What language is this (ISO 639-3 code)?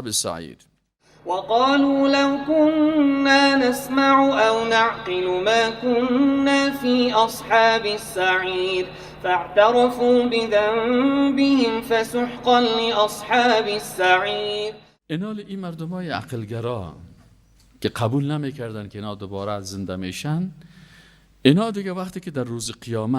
fas